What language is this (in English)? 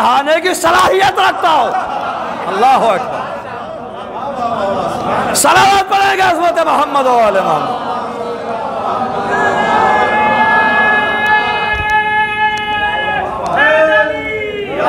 Urdu